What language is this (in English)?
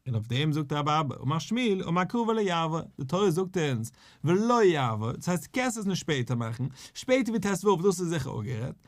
Yiddish